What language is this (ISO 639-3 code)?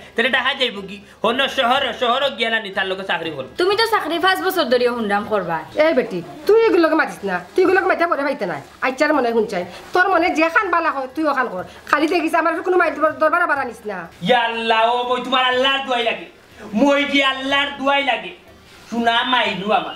syl